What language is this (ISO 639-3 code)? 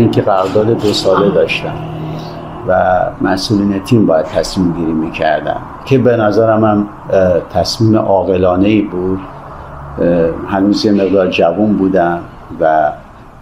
fas